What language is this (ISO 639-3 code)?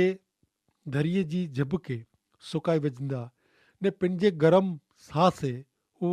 kfr